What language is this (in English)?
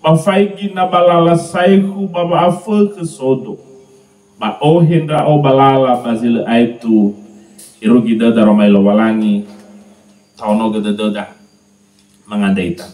Nias